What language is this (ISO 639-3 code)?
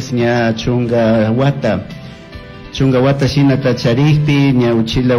qug